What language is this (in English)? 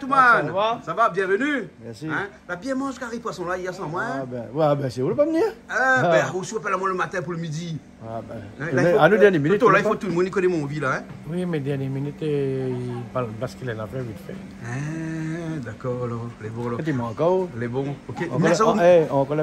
Réunion Creole French